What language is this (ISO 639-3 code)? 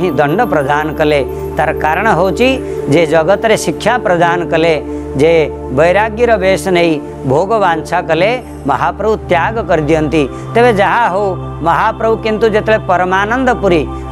ori